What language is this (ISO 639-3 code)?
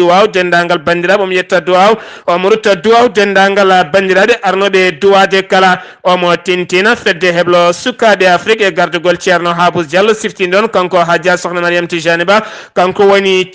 ful